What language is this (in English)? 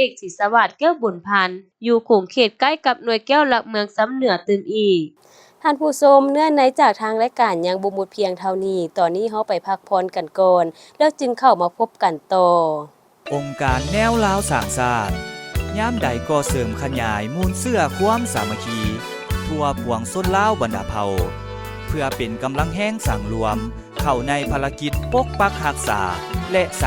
Lao